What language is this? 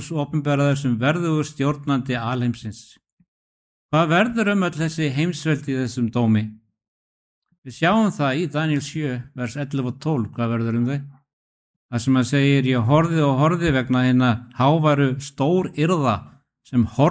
Icelandic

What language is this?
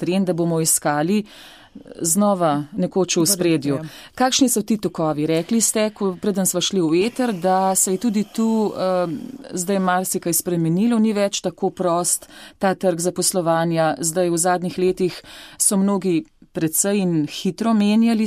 Slovenian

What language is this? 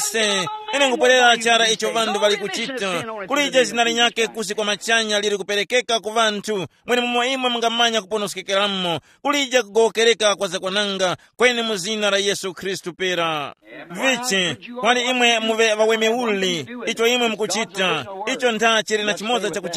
Tumbuka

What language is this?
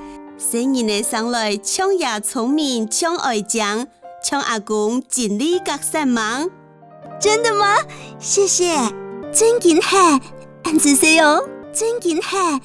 Hakka Chinese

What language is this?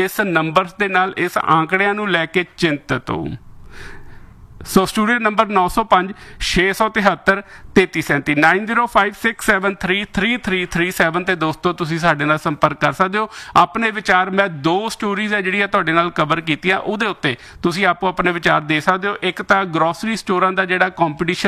Punjabi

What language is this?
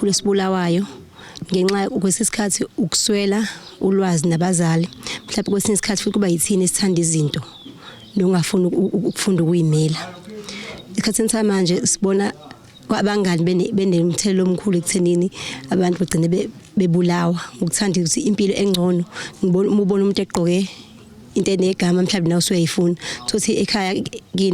Zulu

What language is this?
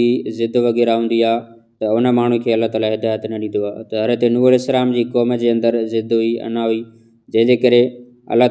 Sindhi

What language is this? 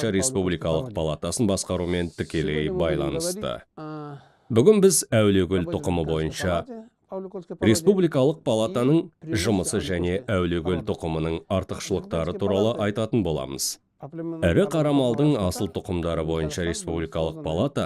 Kazakh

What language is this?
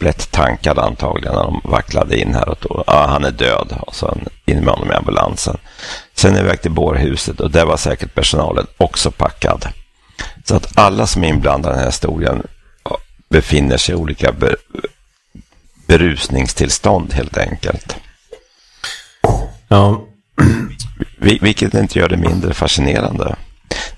Swedish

